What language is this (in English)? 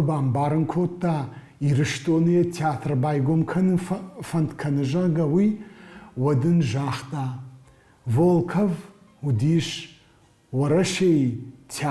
Ossetic